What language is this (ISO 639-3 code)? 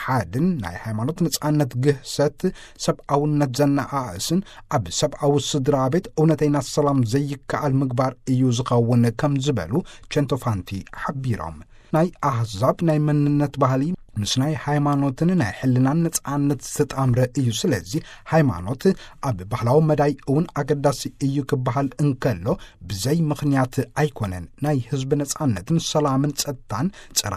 tir